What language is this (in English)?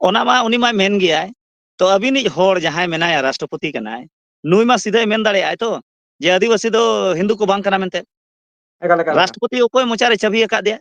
Santali